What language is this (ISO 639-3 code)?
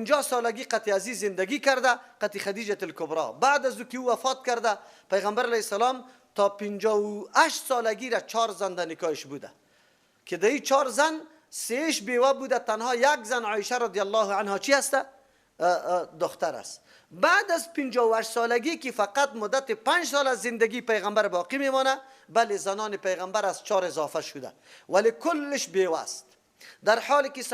fas